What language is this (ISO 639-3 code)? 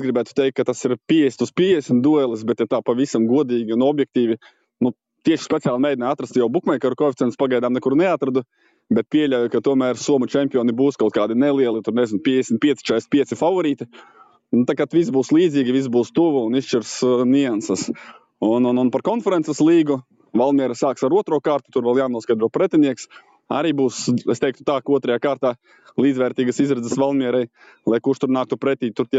lav